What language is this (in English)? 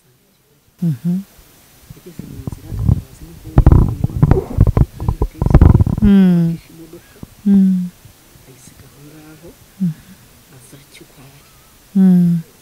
Kinyarwanda